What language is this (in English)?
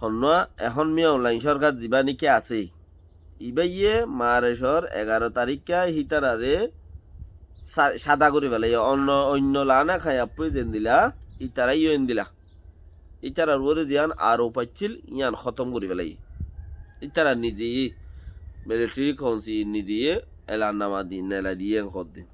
Rohingya